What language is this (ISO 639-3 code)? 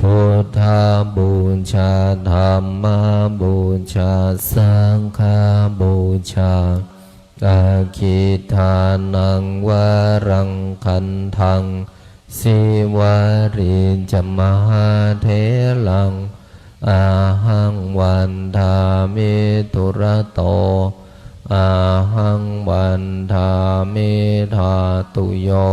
pli